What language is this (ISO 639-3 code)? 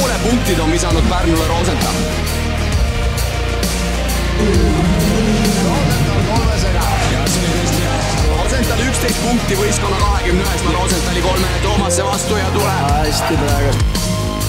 est